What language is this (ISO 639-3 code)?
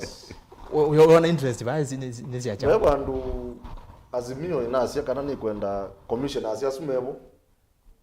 kam